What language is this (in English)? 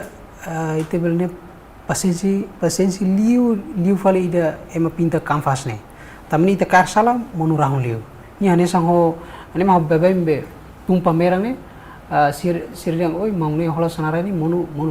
Tetum